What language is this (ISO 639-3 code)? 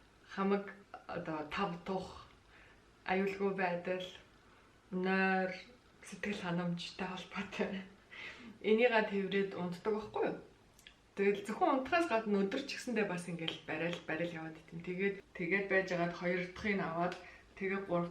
mon